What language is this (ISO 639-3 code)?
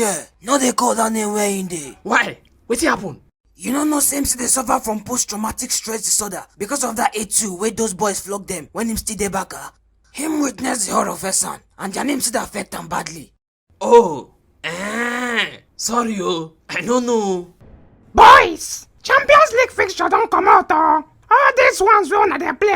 pcm